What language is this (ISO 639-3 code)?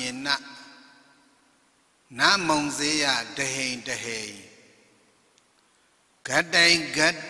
mya